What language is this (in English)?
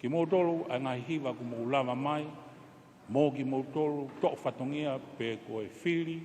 Tongan